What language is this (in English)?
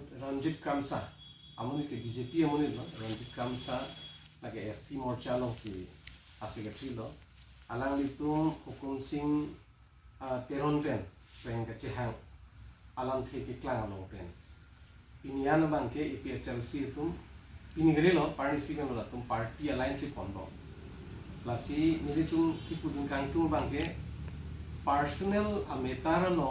Karbi